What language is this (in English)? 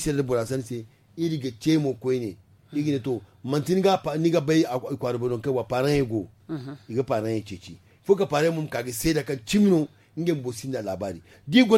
Zarma